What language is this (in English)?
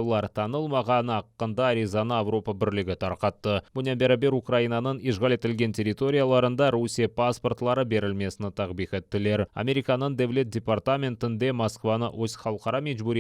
Crimean Tatar